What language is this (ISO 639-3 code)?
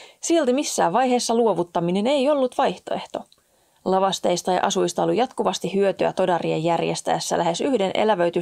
fin